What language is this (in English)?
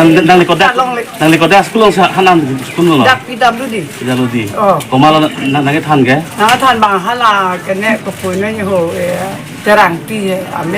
Karbi